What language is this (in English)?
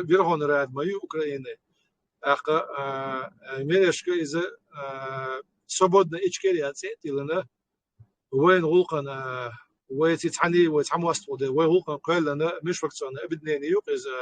Chechen